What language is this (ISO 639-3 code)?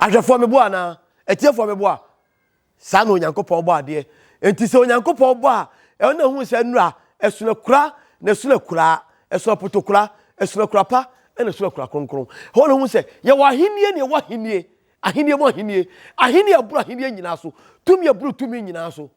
aka